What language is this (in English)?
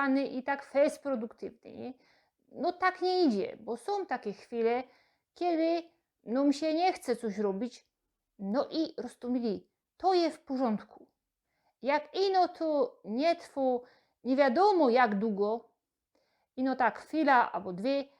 Silesian